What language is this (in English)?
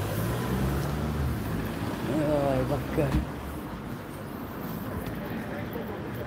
Hungarian